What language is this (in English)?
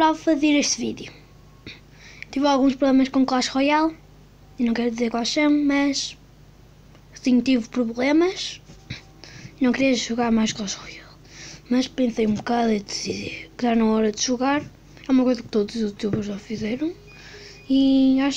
Portuguese